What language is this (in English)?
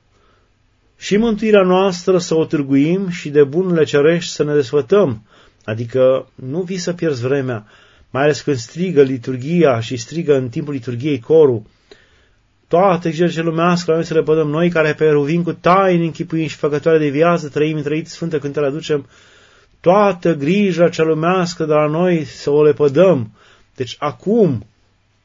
Romanian